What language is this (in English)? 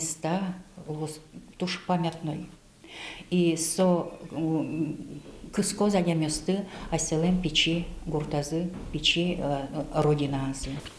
Udmurt